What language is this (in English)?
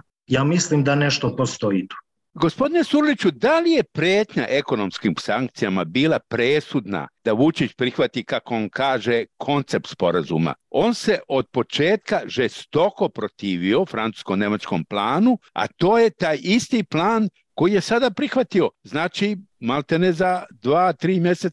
Serbian